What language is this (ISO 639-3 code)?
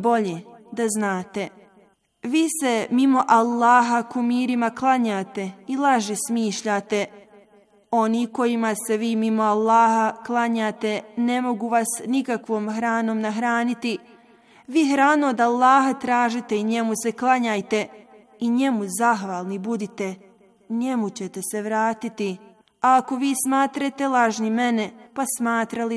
bos